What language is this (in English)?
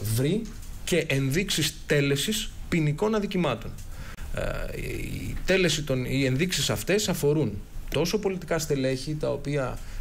Greek